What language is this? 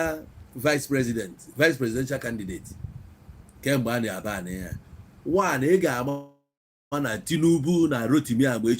Igbo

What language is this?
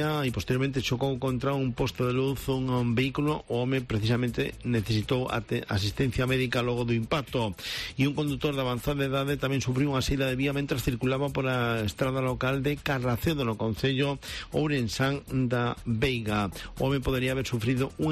Galician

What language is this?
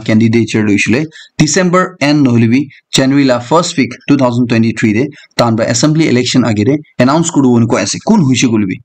Naga Pidgin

